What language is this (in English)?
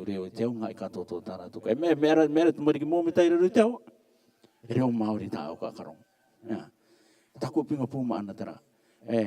Rarotongan